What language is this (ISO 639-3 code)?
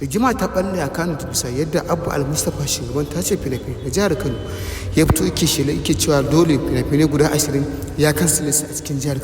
hau